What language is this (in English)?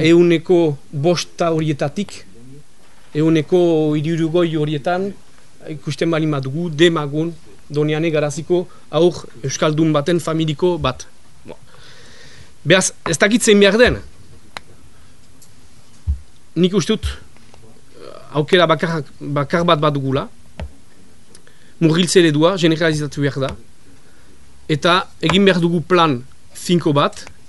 Basque